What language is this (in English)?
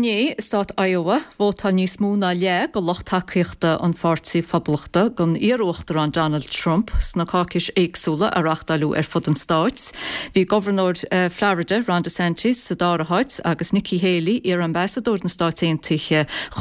Irish